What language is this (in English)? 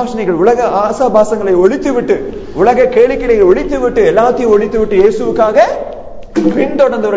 Tamil